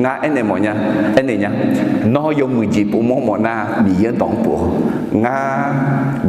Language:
Akha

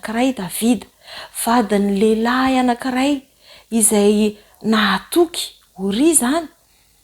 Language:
Malagasy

